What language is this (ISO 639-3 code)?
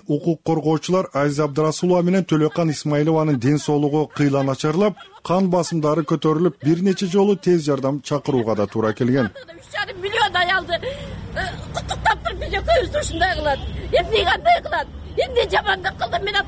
kir